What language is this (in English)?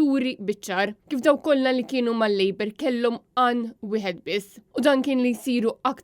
Maltese